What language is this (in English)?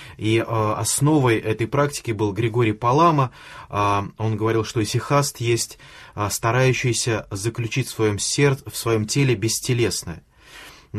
Russian